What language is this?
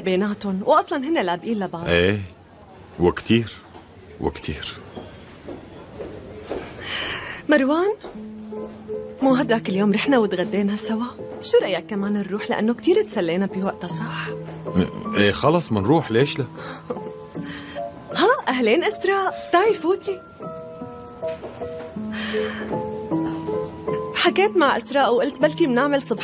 North Levantine Arabic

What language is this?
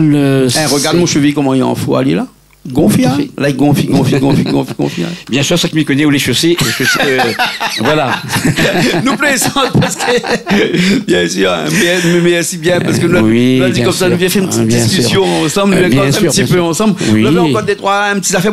Réunion Creole French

